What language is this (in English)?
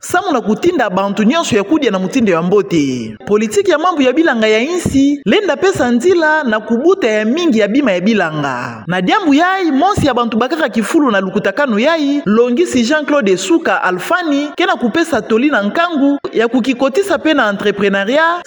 Kituba (Democratic Republic of Congo)